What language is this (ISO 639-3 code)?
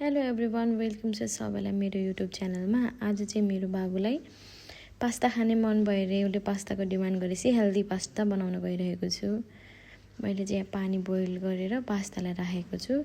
nep